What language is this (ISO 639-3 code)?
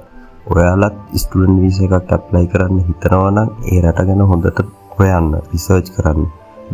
sin